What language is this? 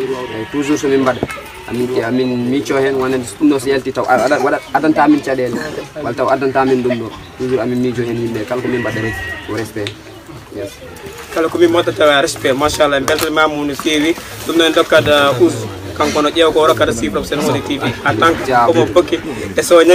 Pular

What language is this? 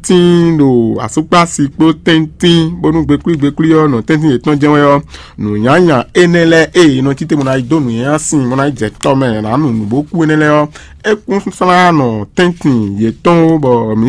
Fon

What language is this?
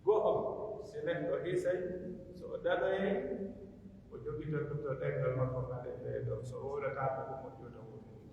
Pular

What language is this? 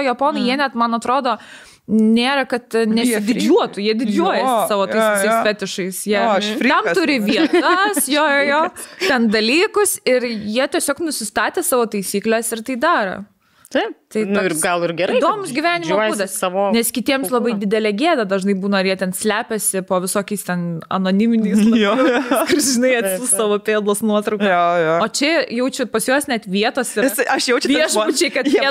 Lithuanian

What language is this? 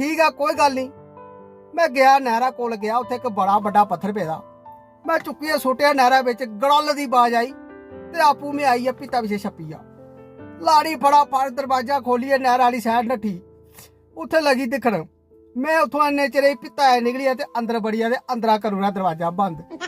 Dogri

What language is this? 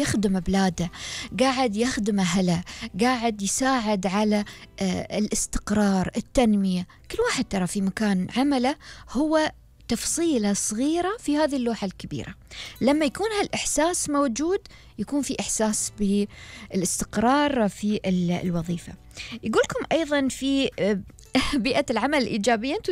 Gulf Arabic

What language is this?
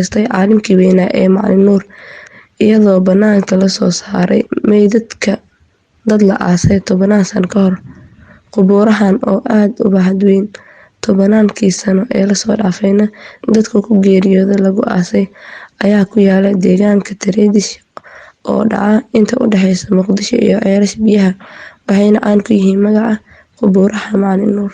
Somali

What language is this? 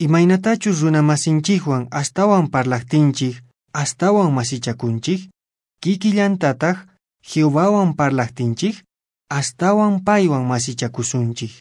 Quechua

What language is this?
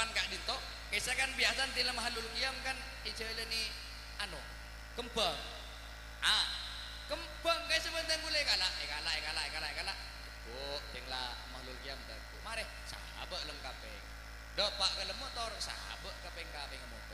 Madurese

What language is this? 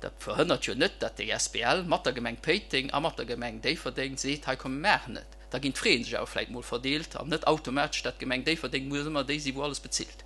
Luxembourgish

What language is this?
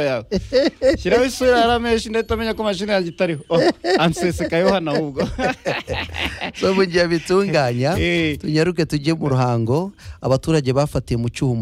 Kinyarwanda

